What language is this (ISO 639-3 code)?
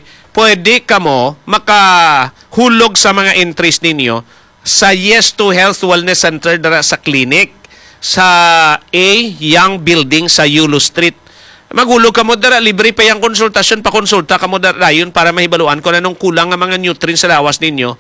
hil